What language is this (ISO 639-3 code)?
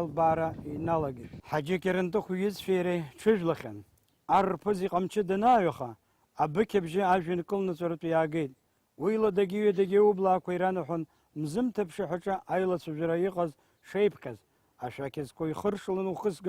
abk